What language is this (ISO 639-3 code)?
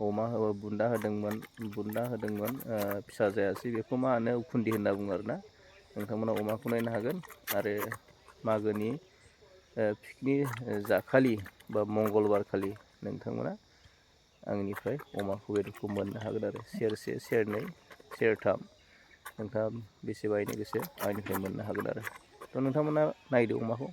brx